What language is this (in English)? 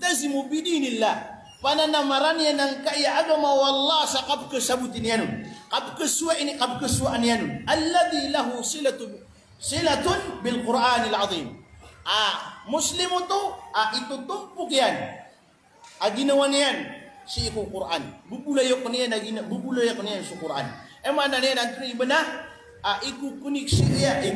Maranao